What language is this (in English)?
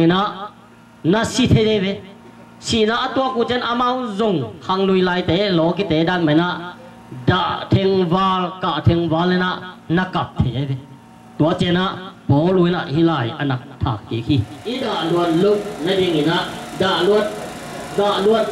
Tedim Chin